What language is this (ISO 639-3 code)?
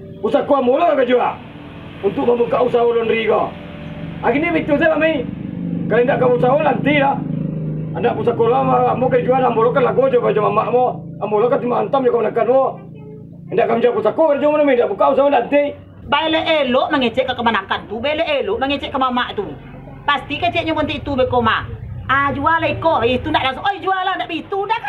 min